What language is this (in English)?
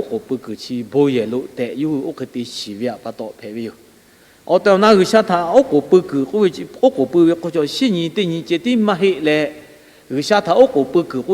Lahu